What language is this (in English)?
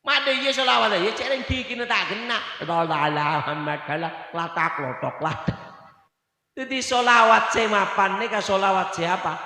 Madurese